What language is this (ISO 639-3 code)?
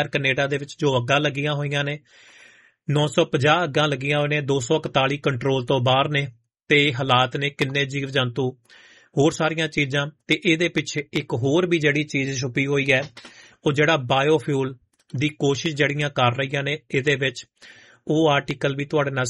pan